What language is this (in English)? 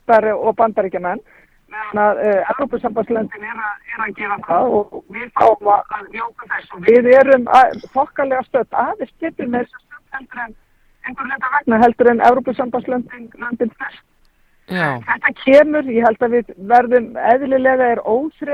Icelandic